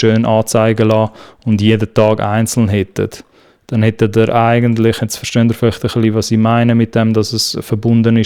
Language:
Swiss German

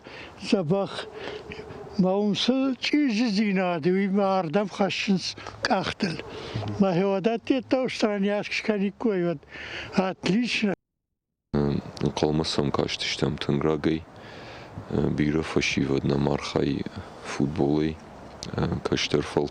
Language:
Ossetic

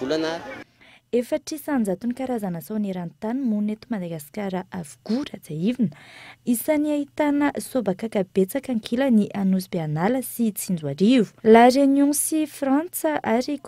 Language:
Malagasy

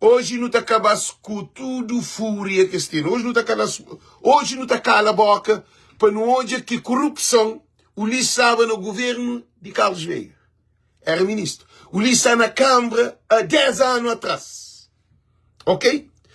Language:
Kabuverdianu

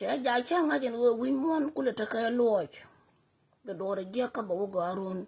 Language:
Nuer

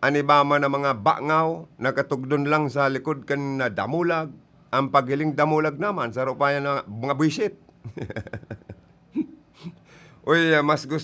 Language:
Bikol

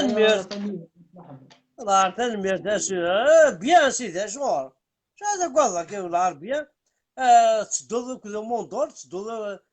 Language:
Kabyle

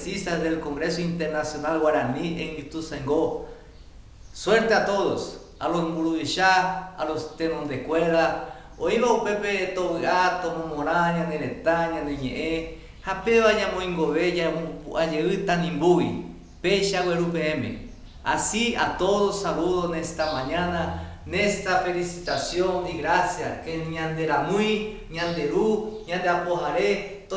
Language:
Guarani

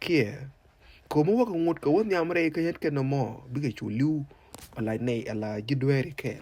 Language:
Nuer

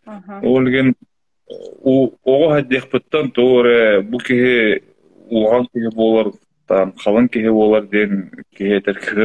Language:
Yakut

